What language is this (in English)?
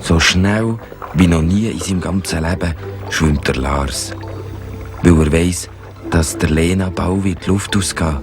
Swiss German